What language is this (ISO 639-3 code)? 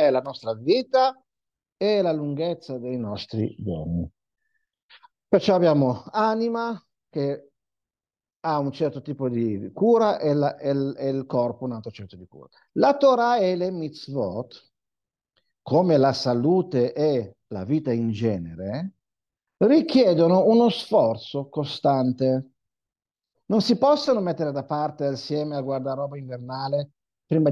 ita